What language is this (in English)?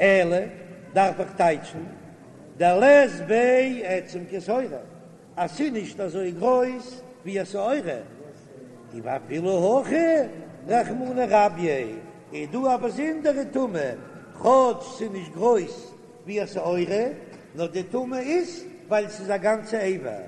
Yiddish